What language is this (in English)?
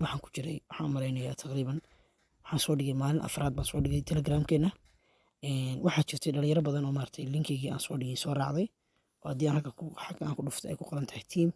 Somali